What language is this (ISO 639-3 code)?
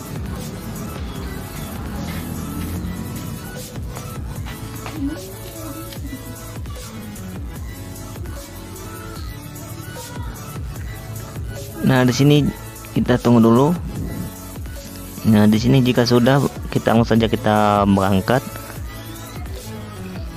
ind